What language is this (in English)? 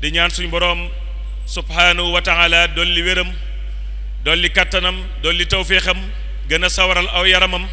Wolof